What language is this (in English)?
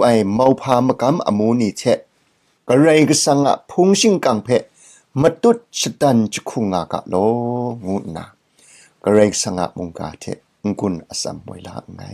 Kachin